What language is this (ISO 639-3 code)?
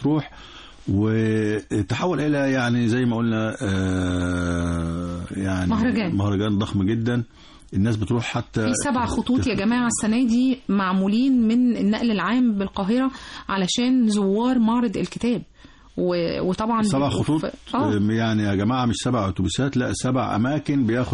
arz